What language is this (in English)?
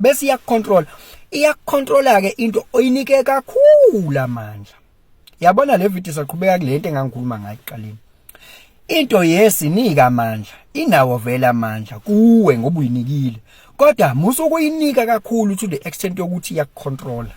Zulu